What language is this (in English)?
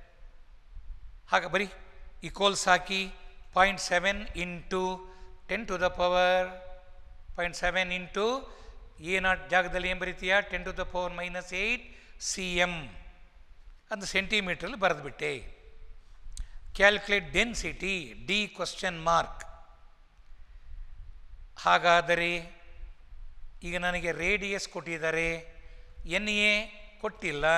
Kannada